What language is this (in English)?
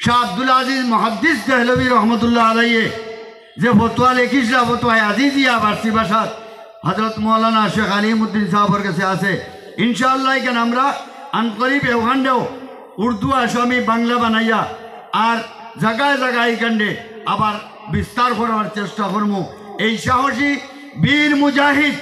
Sylheti